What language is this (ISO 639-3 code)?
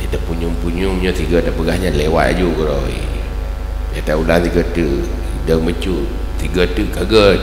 ace